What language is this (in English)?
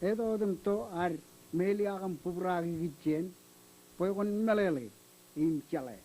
Marshallese